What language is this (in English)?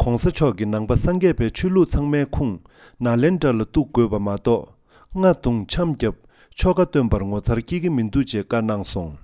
Tibetan